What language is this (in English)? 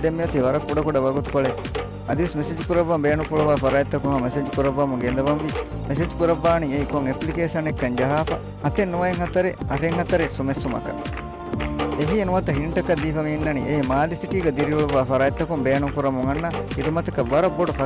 Divehi